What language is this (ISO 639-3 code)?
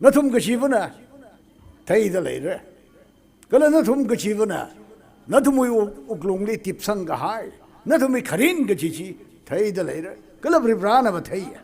nmf